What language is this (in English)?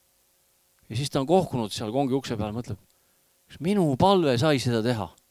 Estonian